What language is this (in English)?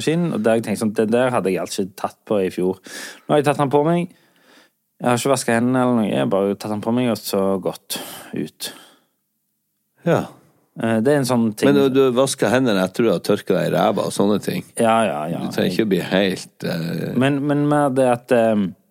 Norwegian